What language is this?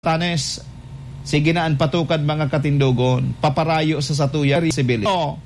Bikol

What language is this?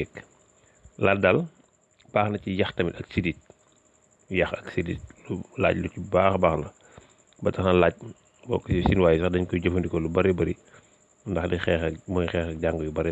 Wolof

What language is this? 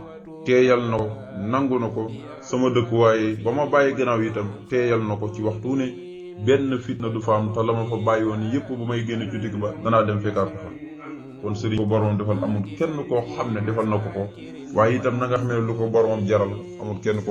Wolof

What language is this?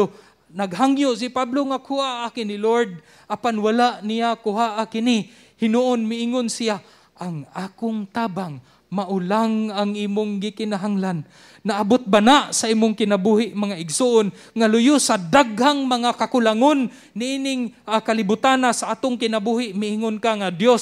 Cebuano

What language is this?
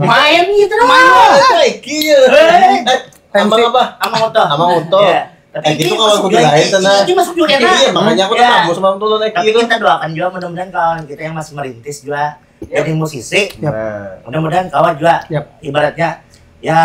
Banjar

